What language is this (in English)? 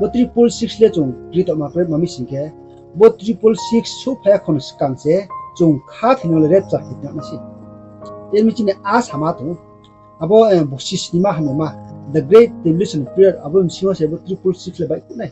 Riang (India)